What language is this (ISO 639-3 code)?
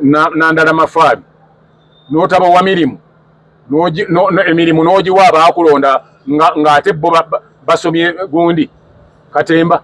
lug